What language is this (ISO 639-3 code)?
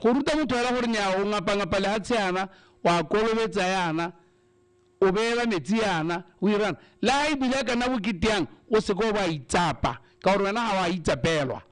tsn